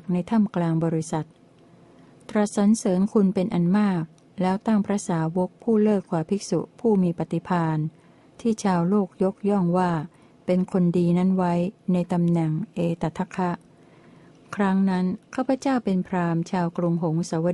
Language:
Thai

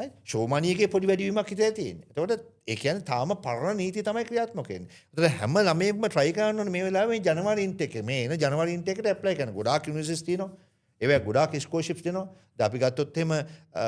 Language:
Sinhala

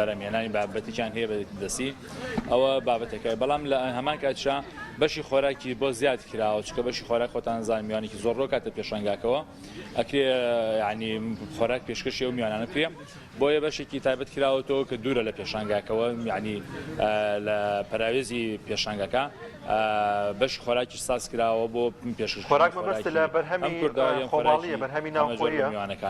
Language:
Central Kurdish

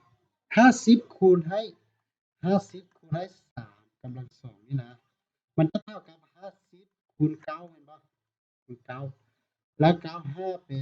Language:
Lao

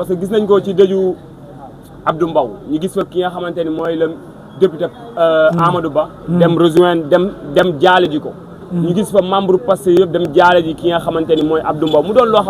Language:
Wolof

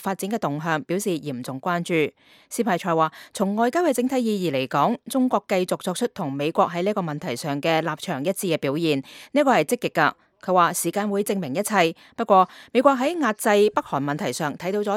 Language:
Cantonese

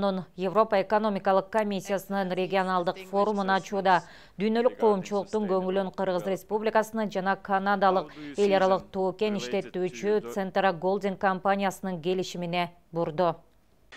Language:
Kyrgyz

